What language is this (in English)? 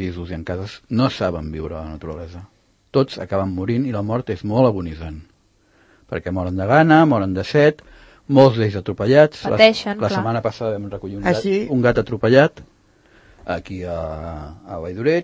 Catalan